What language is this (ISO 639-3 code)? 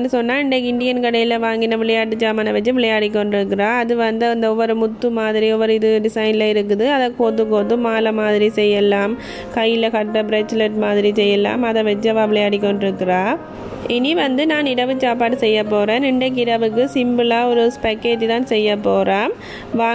tam